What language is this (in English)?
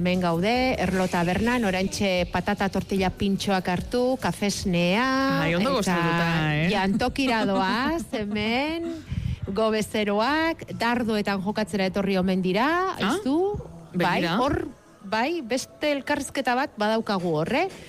Basque